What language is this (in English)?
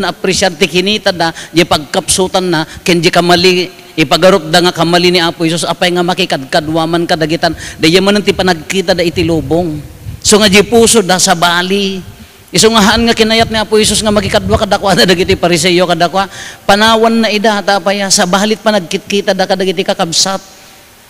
Iloko